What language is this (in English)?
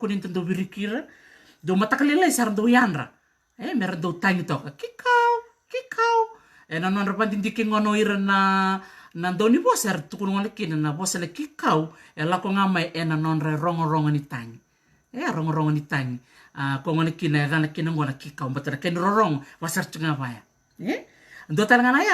Fijian